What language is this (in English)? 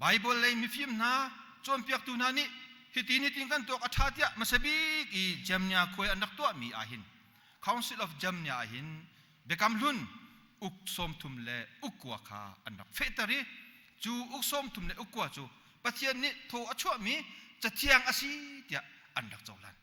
Hakha Chin